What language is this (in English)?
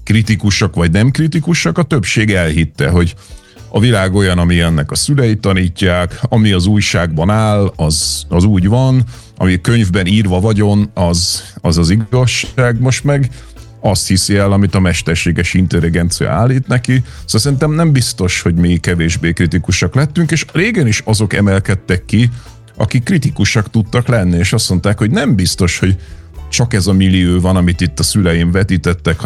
Hungarian